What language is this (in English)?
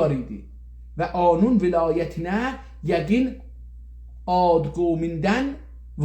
South Azerbaijani